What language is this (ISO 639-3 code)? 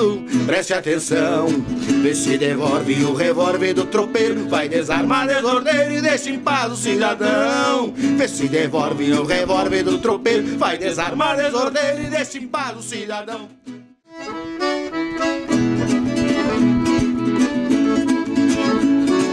por